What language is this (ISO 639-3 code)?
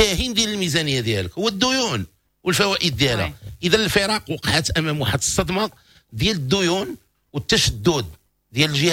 ary